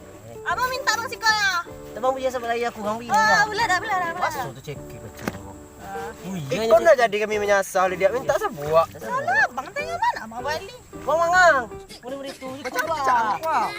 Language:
Minangkabau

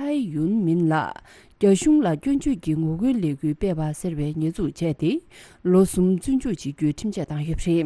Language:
Tibetan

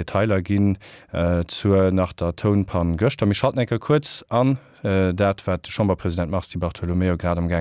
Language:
Luxembourgish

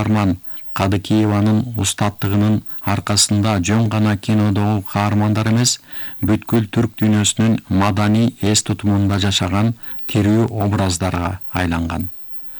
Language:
Kyrgyz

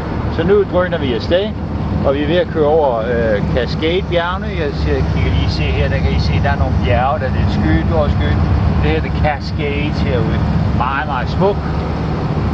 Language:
Danish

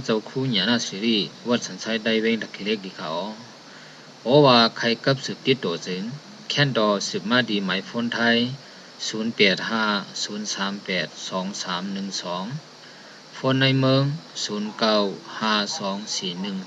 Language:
Shan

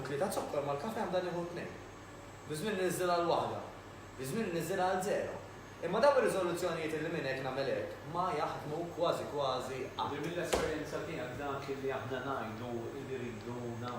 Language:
Maltese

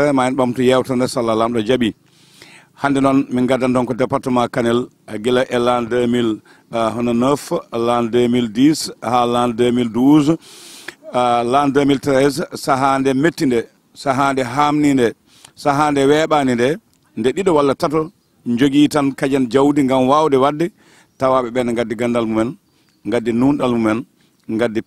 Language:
Fula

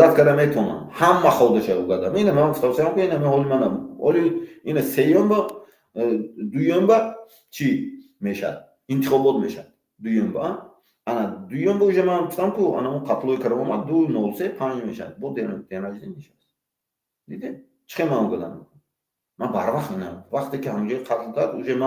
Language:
Tajik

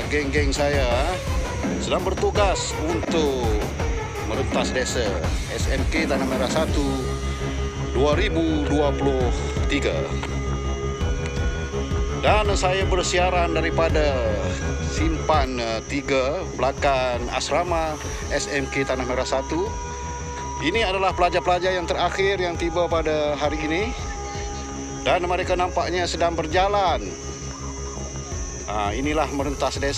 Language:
Malay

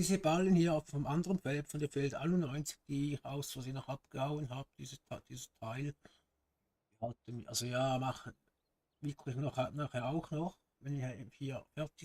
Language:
Swiss German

